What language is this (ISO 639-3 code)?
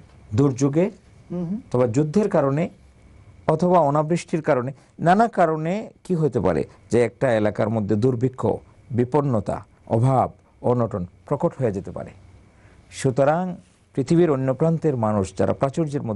ben